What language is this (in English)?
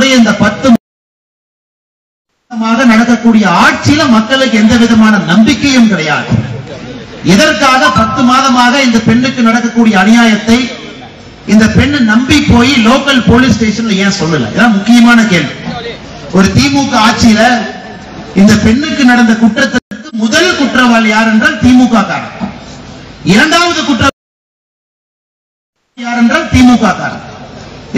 Tamil